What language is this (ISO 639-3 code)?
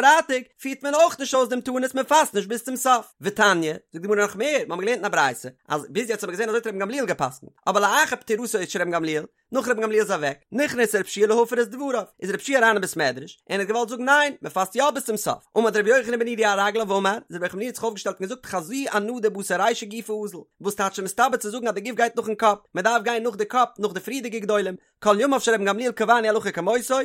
yid